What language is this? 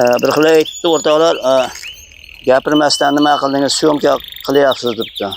Uzbek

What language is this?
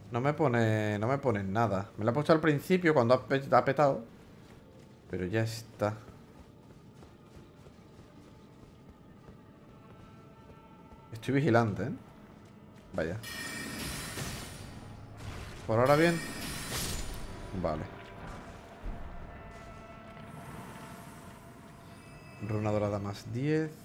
Spanish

